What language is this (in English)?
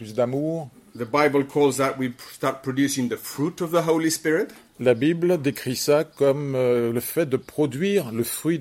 French